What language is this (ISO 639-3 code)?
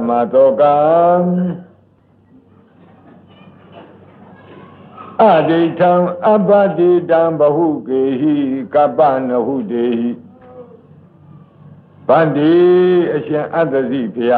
mya